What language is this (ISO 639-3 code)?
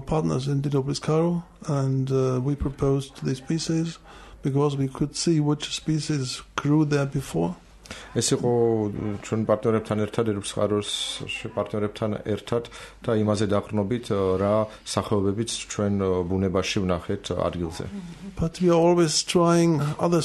kat